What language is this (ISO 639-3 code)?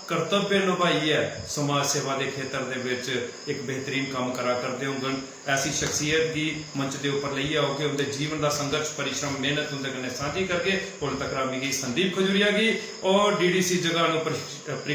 doi